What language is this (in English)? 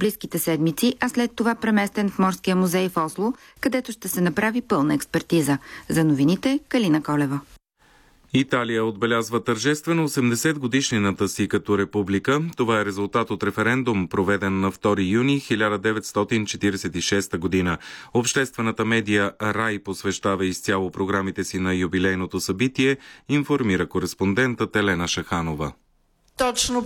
Bulgarian